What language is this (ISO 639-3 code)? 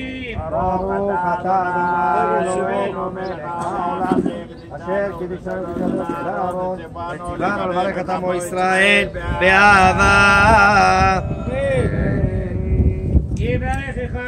heb